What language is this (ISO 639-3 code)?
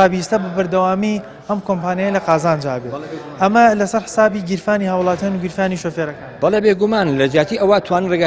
ckb